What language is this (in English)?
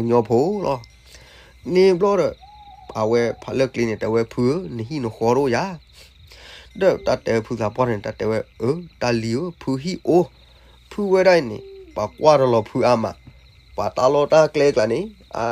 S'gaw Karen